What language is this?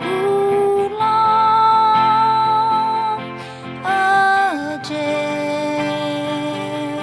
Akha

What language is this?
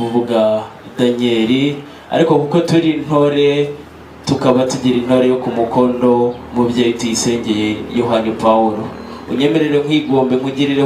Kinyarwanda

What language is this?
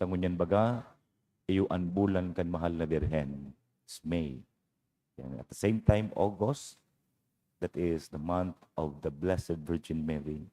Bikol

